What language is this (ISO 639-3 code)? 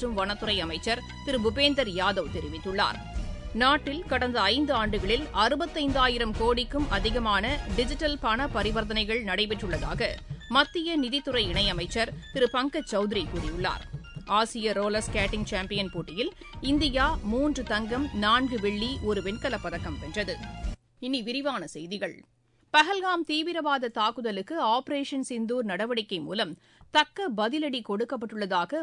tam